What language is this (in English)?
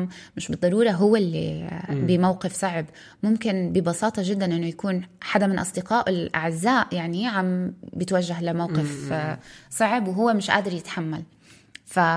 North Levantine Arabic